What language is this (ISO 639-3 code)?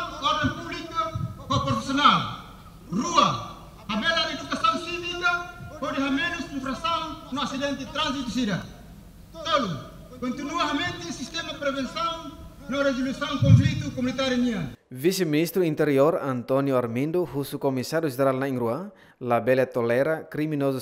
tet